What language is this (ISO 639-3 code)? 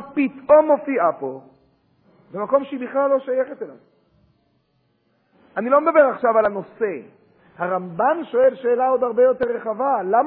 heb